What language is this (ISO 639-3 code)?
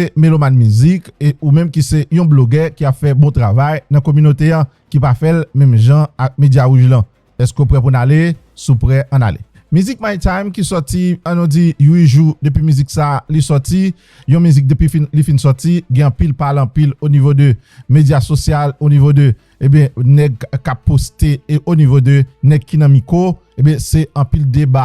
hat